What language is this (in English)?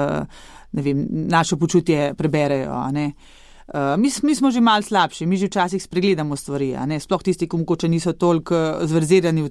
Slovenian